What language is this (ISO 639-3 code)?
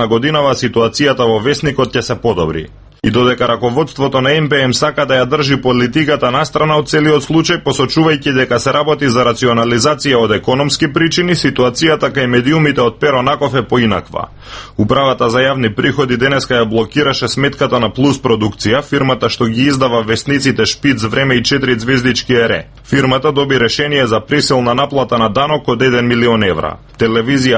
mkd